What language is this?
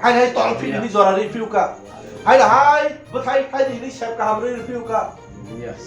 Kok Borok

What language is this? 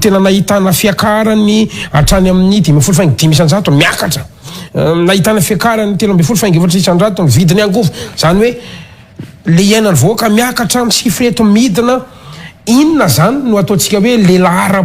Malagasy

